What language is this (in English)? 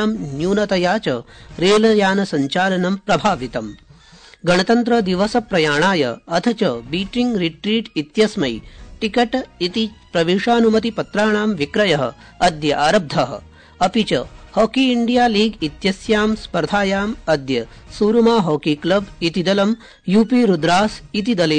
Sanskrit